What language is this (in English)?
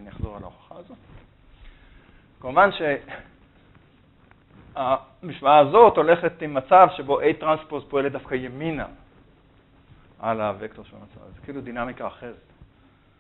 Hebrew